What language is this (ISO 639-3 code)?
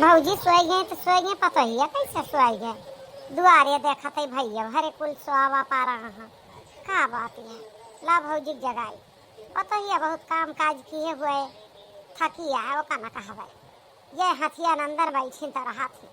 awa